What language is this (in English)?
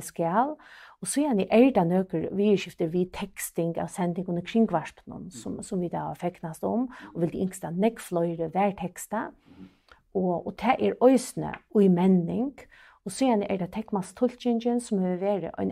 Faroese